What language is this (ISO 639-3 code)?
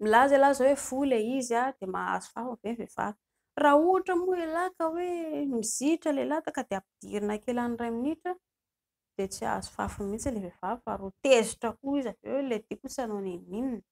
mlg